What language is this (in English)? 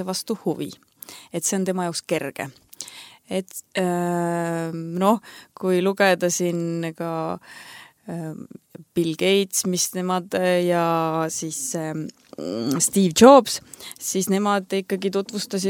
Estonian